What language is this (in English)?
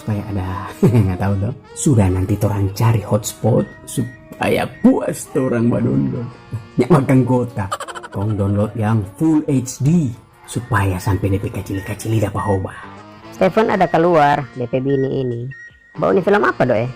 Manado Malay